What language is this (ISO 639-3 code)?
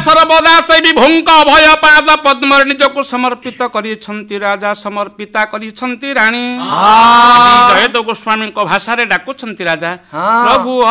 ori